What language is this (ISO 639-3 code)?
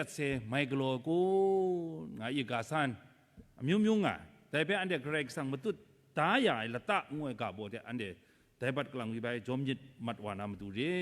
kac